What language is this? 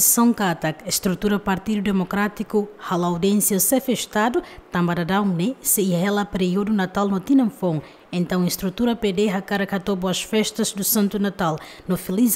Tetum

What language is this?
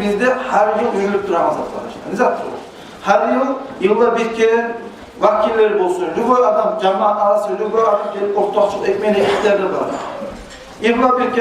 Kumyk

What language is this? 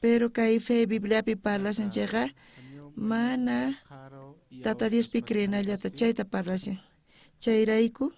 South Bolivian Quechua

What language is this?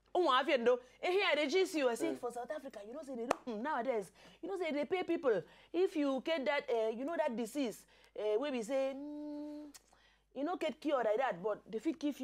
Nigerian Pidgin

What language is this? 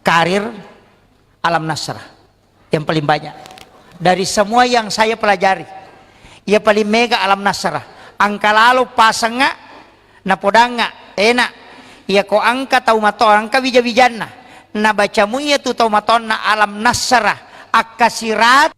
Buginese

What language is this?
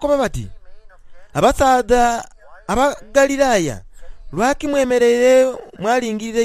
Soga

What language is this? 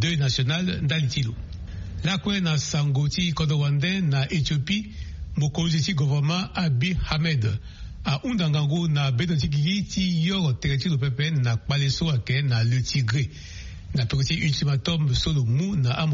Sango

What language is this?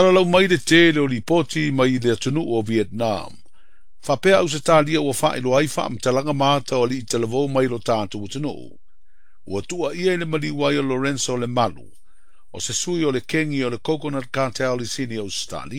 Samoan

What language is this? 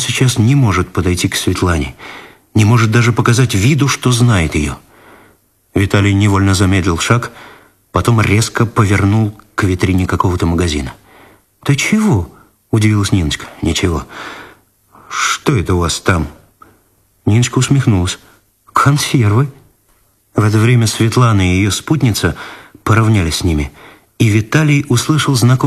Russian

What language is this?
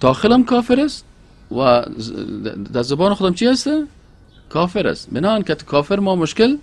Persian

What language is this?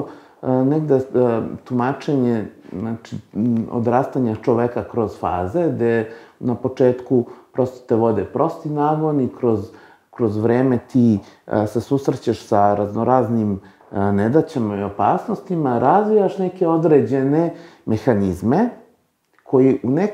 Serbian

